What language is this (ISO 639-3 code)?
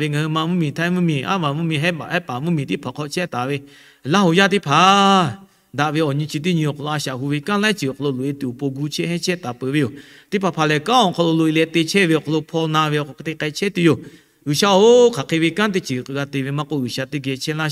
lhu